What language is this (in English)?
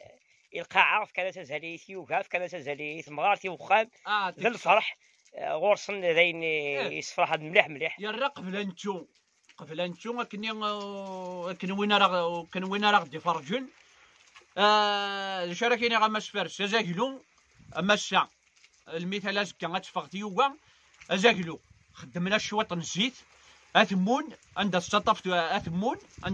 Kabyle